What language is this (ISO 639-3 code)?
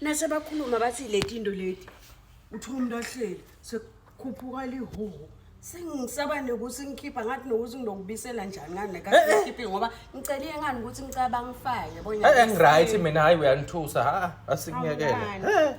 zul